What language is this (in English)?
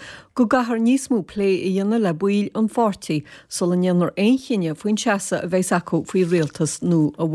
Irish